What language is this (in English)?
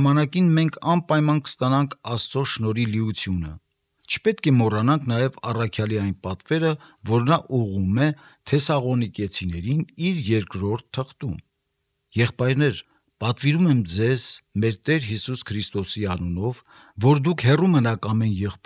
Armenian